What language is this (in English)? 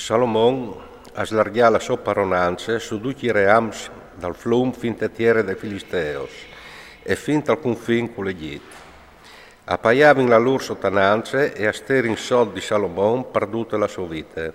Friulian